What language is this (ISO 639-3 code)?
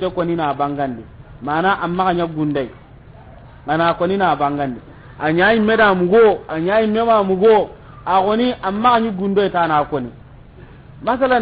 snk